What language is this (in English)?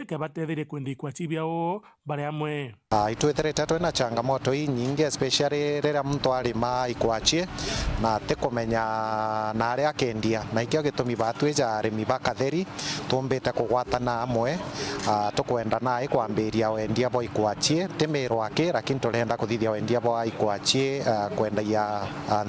Meru